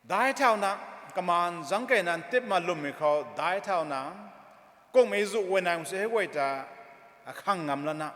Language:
Rongmei Naga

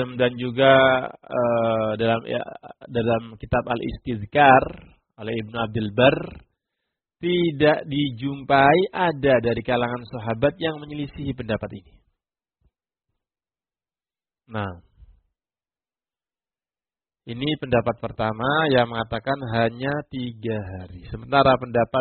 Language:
Indonesian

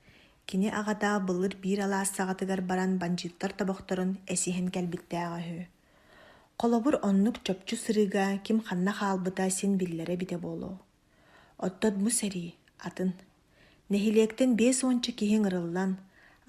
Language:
Yakut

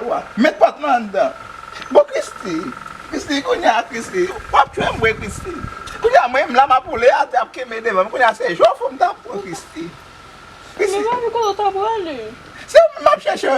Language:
Haitian Creole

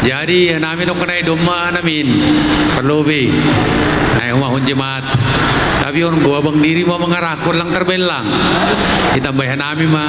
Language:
Batak Simalungun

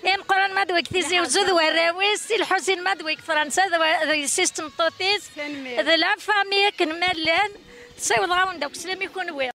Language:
Kabyle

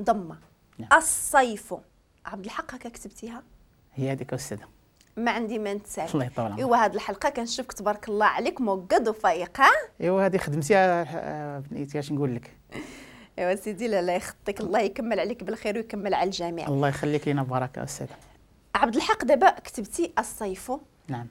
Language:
Moroccan Arabic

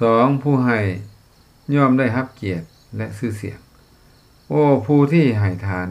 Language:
Lao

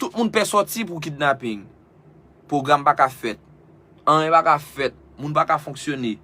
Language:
Haitian Creole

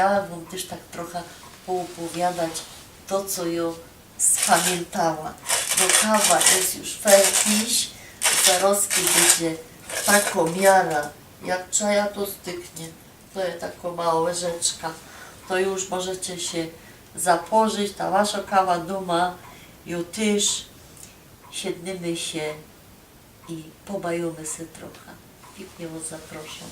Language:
Silesian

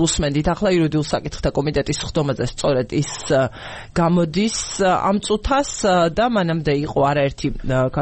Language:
Georgian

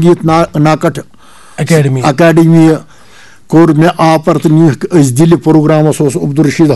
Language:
Kashmiri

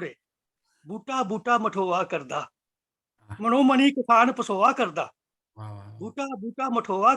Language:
Dogri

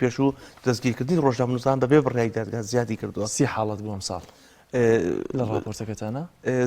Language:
Central Kurdish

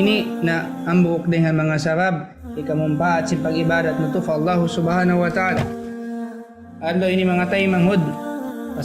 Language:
Tausug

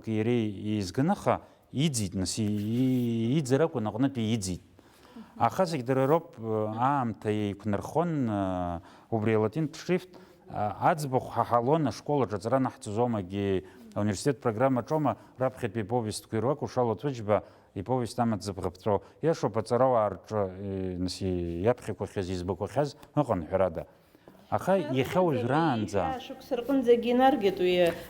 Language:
Abkhazian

